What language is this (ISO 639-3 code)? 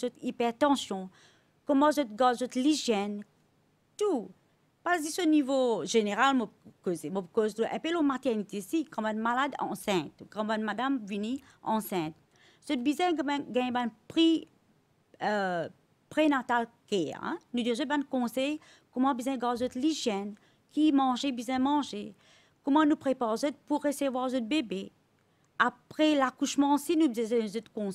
mfe